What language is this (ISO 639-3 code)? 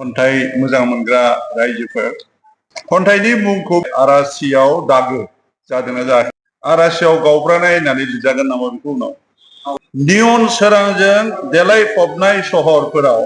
brx